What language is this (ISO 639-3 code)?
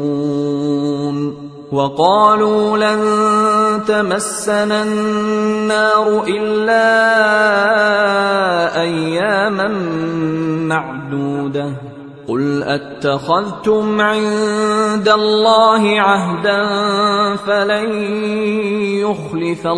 ara